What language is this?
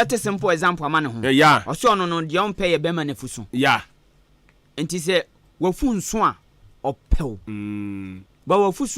Akan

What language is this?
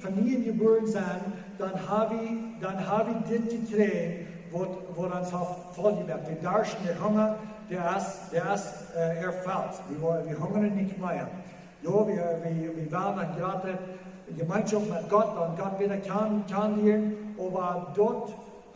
Plautdietsch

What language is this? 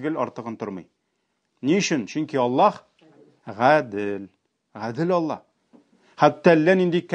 Tatar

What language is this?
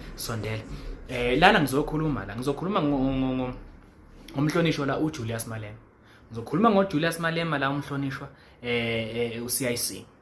Zulu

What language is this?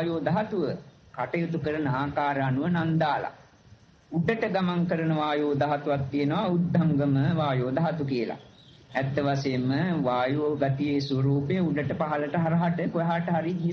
Sinhala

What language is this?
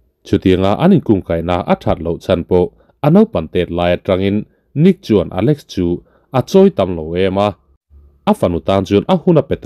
Mizo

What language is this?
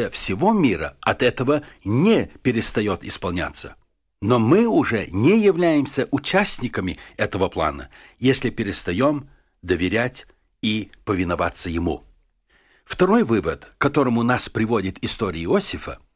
Russian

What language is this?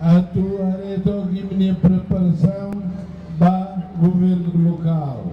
Tetum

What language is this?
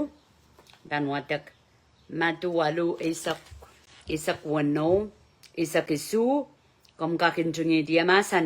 Pohnpeian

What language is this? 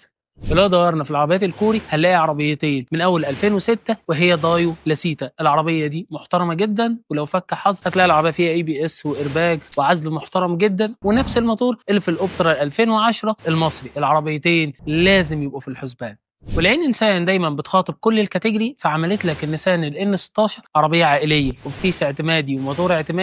Egyptian Arabic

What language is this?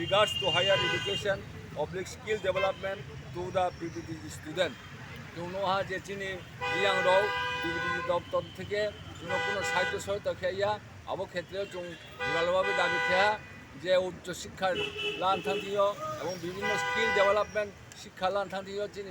Riang (India)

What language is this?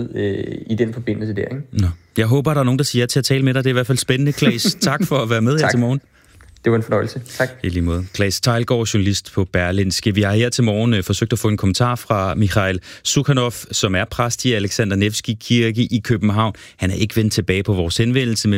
Danish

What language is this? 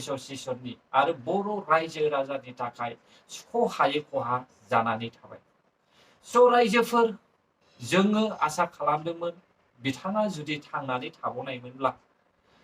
Bodo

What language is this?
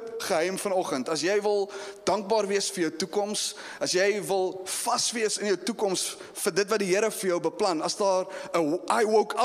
Afrikaans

